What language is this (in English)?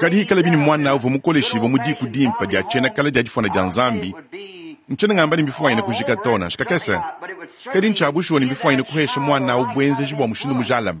Luba-Lulua